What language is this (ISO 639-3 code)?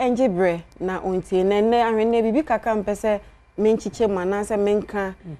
aka